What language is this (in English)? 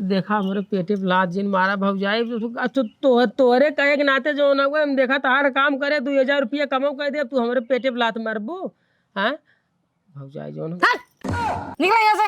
Awadhi